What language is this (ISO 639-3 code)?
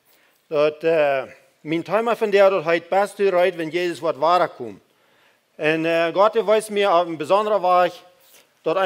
pdt